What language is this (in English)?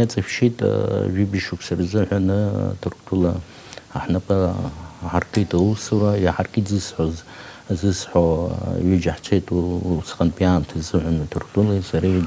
Abkhazian